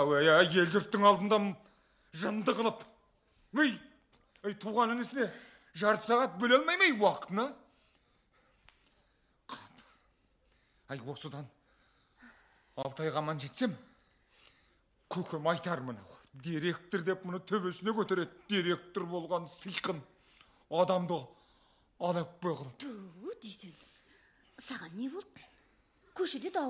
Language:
Kazakh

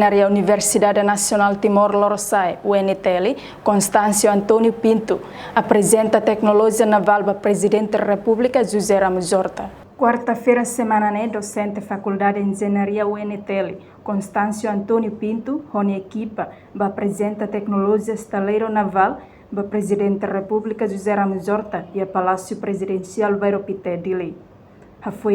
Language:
Tetum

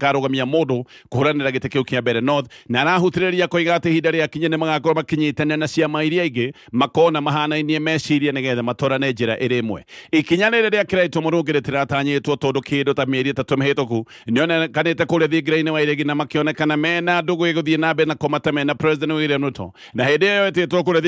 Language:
Kikuyu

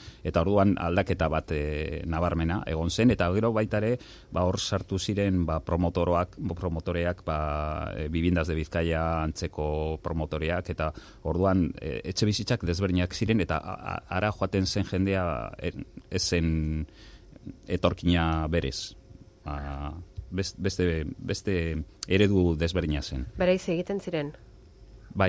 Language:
Basque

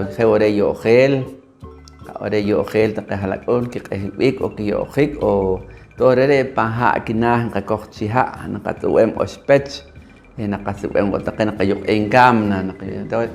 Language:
Poqomchi'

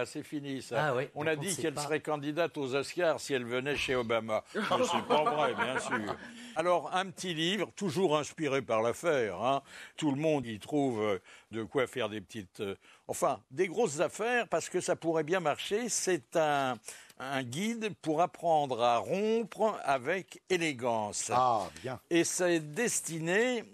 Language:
French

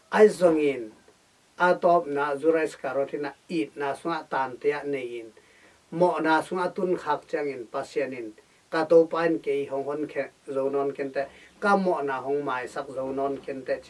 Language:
Tedim Chin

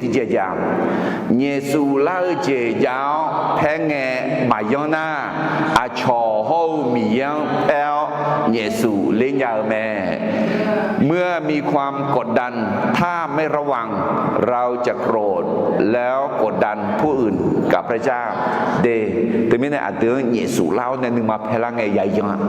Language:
Akha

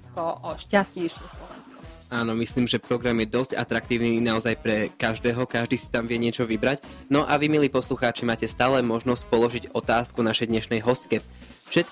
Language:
Slovak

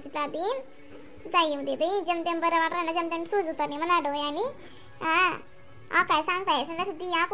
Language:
Khandesi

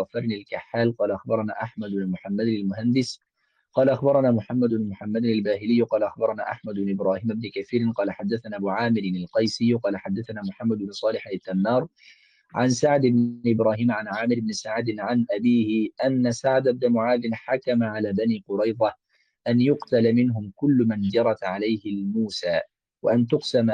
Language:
Arabic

